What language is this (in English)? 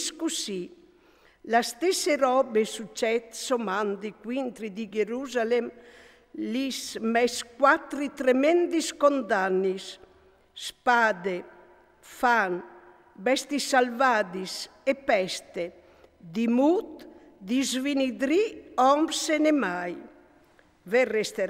Friulian